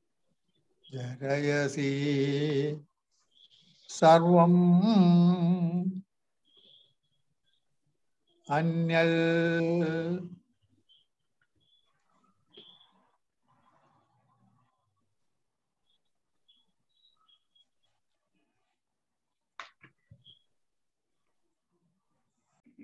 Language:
Malayalam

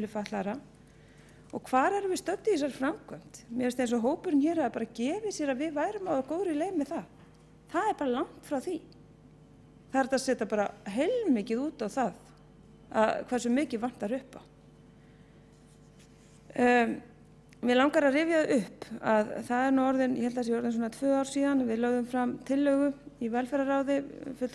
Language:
Icelandic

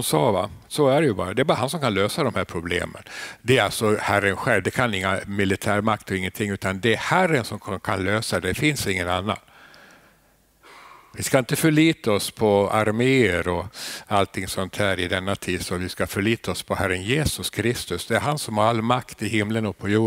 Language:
Swedish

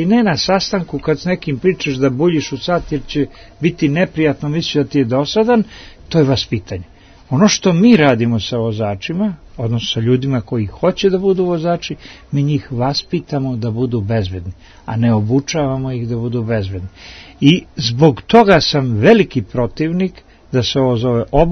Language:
Serbian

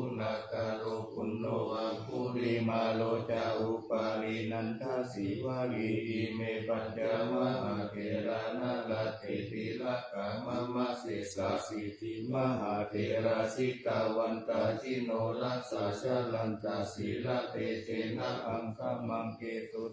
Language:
Pali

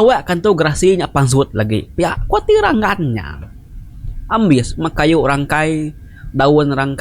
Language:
Iban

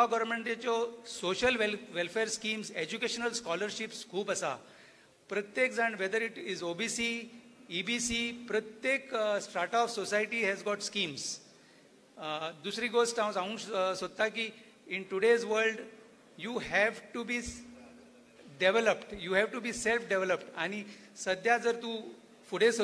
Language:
Konkani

